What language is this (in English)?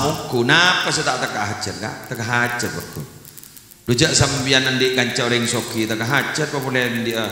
Madurese